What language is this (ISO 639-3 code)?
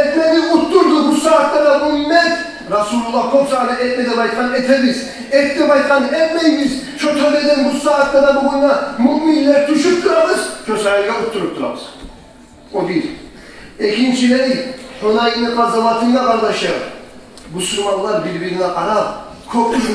kum